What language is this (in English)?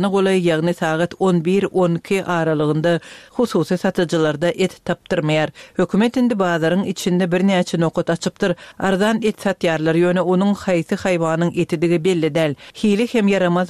Turkmen